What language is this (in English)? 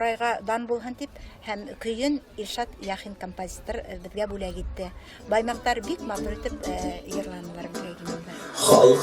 Bashkir